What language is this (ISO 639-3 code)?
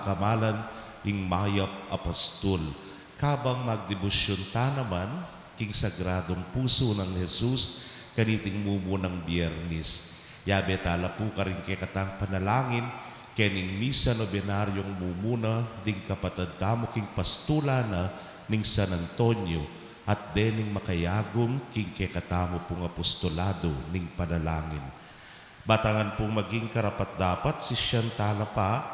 pam